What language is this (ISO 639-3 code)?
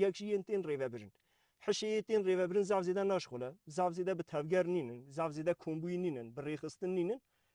kur